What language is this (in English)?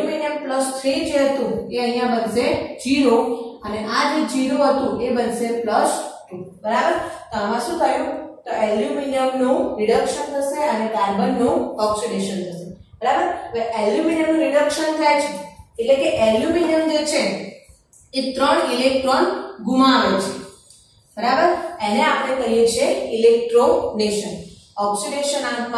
Gujarati